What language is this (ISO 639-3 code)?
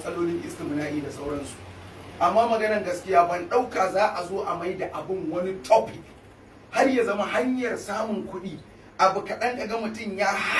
hau